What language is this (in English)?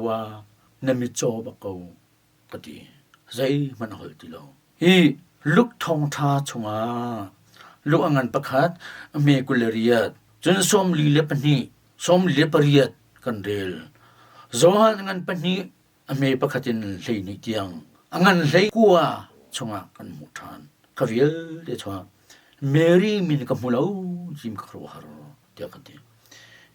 Hakha Chin